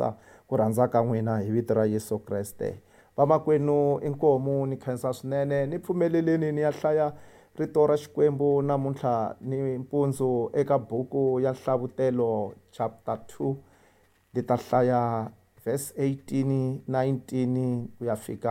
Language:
Tsonga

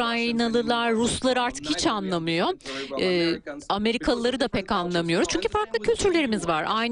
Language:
Turkish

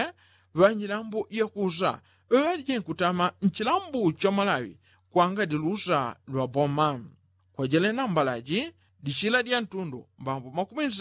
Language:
Yao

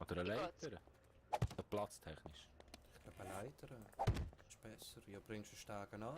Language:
Swiss German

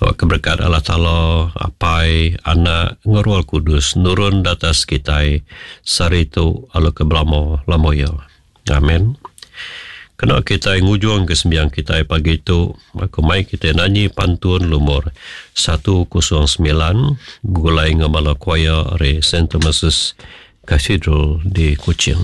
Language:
Iban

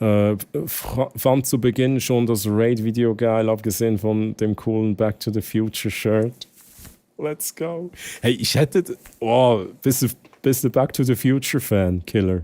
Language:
Swiss German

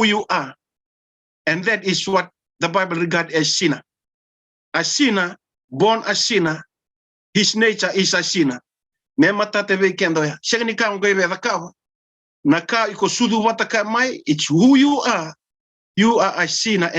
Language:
Fijian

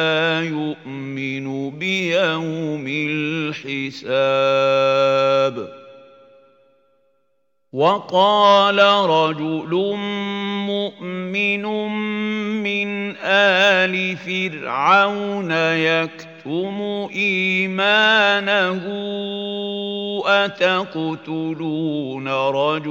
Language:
Arabic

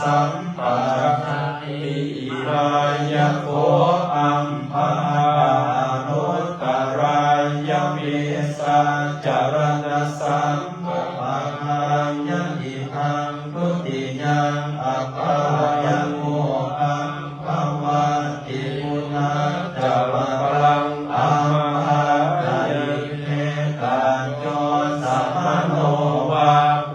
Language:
Pali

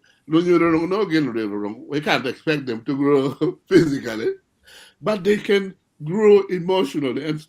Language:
Acoli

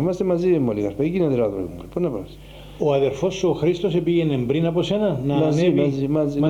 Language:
Greek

